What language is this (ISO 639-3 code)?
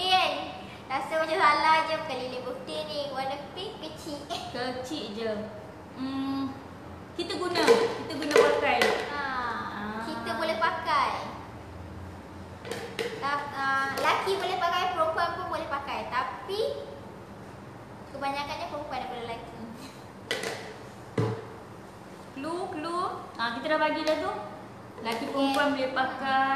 msa